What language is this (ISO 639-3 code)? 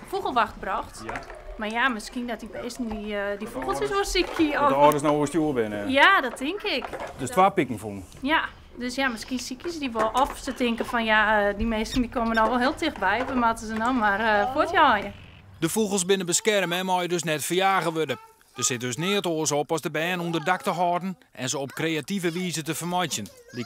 fry